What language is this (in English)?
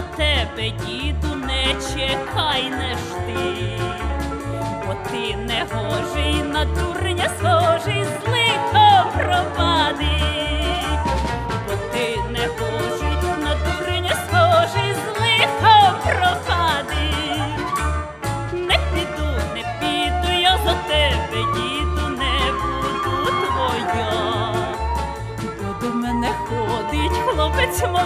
Ukrainian